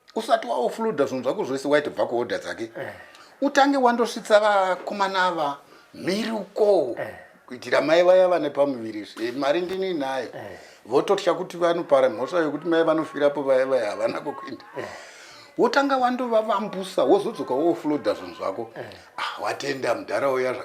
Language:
Shona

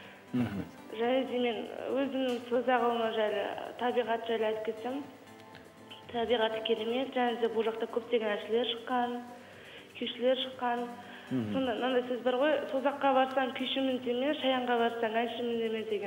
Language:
Kazakh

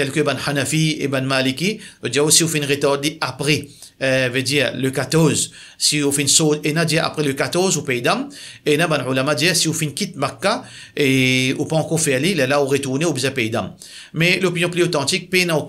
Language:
Morisyen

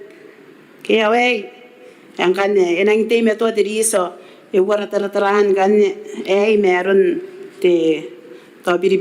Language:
Gilbertese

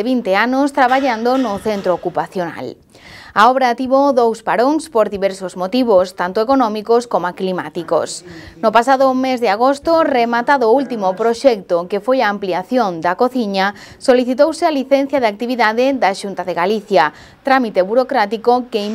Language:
Galician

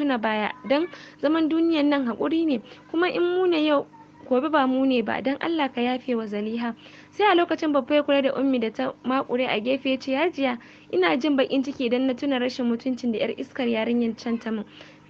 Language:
Hausa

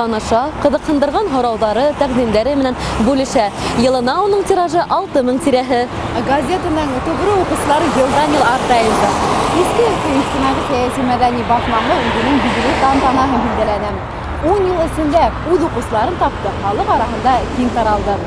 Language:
Bashkir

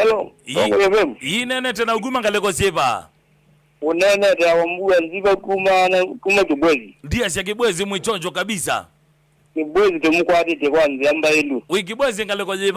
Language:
Kamba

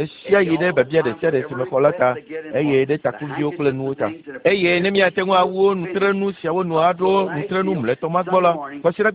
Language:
Ewe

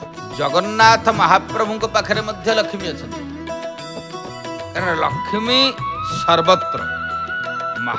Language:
Odia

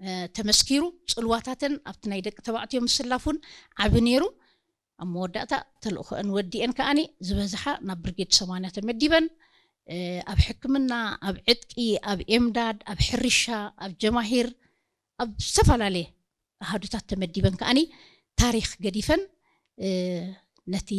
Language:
Tigrinya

